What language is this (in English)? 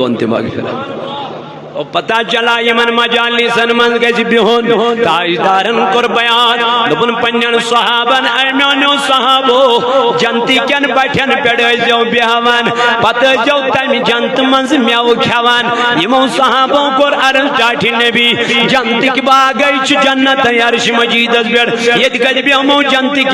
Kashmiri